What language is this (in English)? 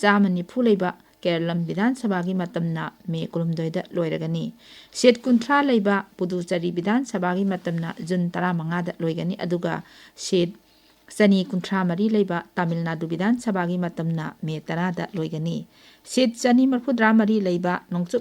Manipuri